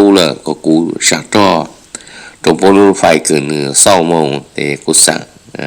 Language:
Hmong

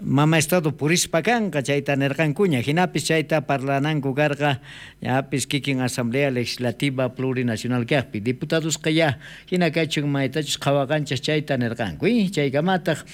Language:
South Bolivian Quechua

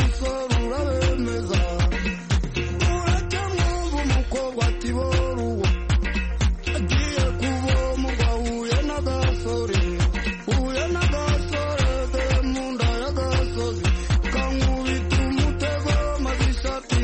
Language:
Kinyarwanda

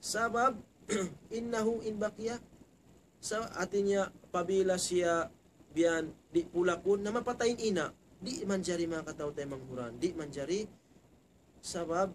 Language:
Tausug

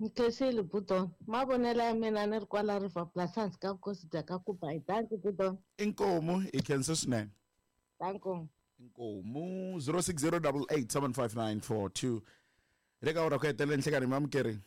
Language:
Tsonga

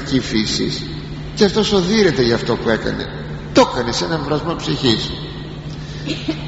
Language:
Greek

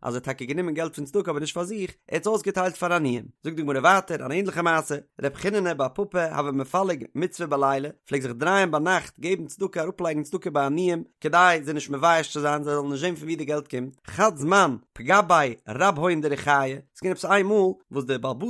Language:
Yiddish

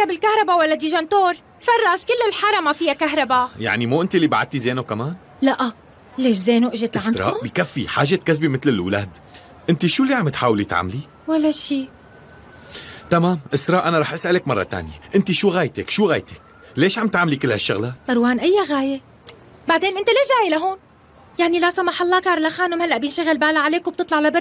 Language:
North Levantine Arabic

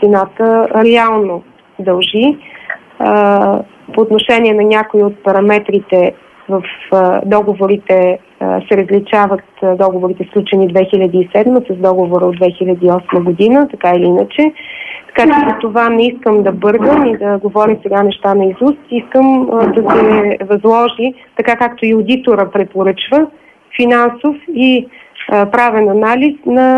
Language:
Bulgarian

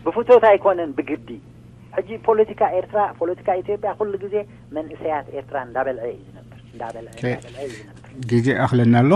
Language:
Tigrinya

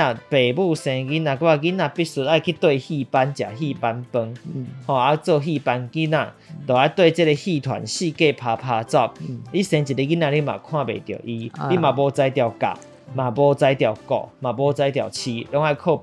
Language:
Min Nan Chinese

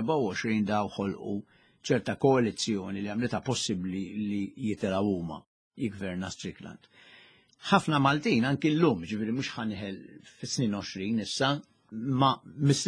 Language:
Maltese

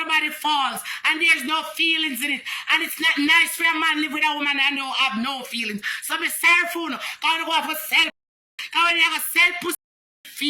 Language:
Jamaican Creole English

